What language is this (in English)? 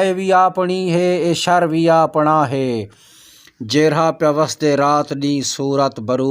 Saraiki